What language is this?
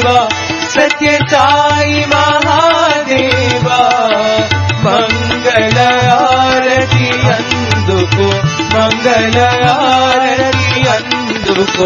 Telugu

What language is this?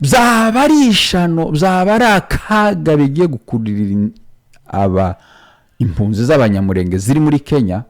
Kinyarwanda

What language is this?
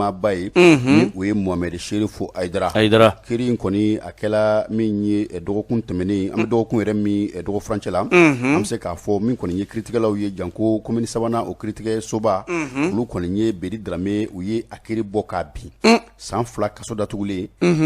Bambara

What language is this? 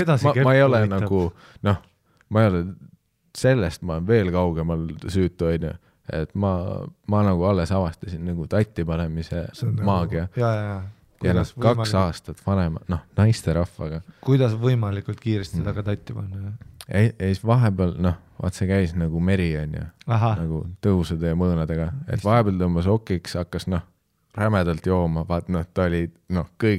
Estonian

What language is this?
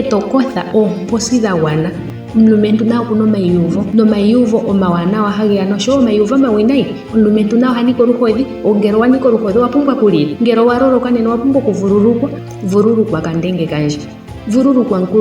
Ndonga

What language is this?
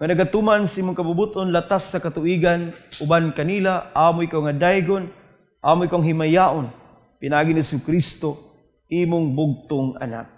Cebuano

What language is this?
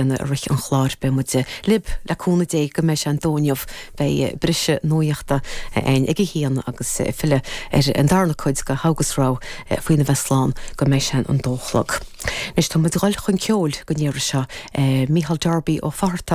Irish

